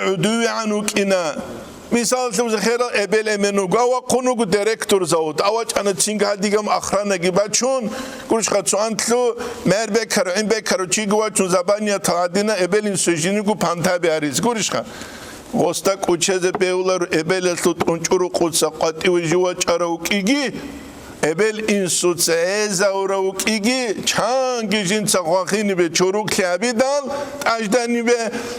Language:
Avaric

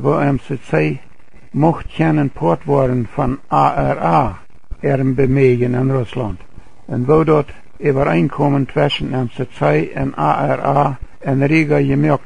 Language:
Plautdietsch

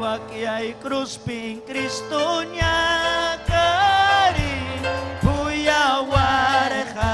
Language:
Ayacucho Quechua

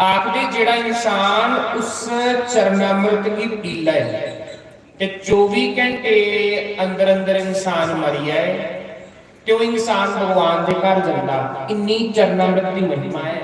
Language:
Dogri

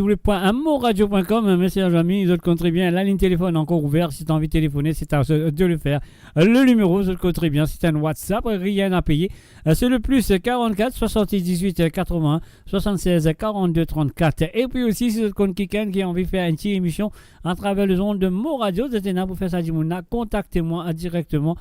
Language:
Morisyen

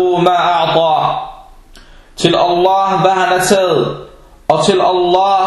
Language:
Danish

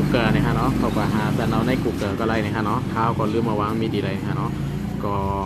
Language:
Shan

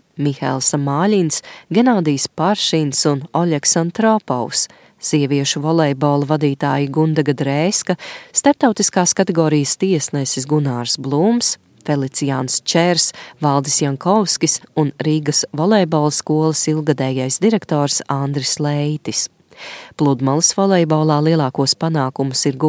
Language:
Latvian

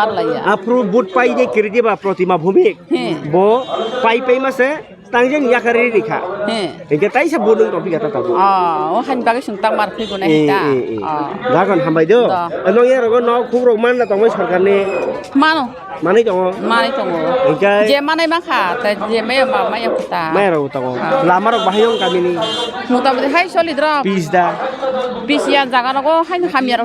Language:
Kok Borok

